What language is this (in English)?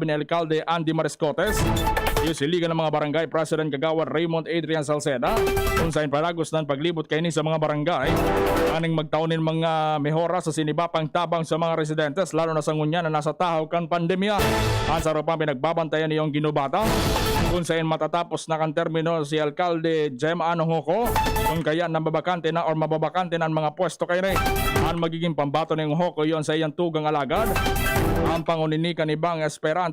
Bikol